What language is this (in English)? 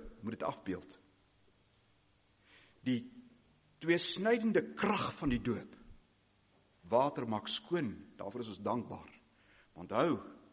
Afrikaans